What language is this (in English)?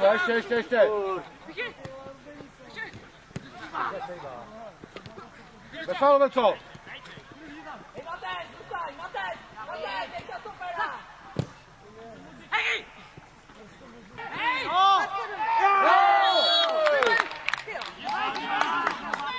Czech